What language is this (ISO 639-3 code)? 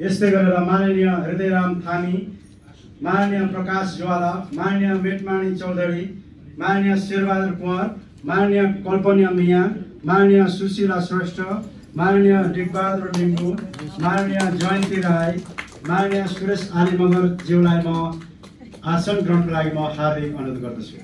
nep